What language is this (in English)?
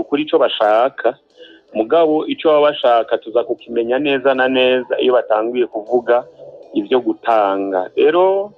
Rundi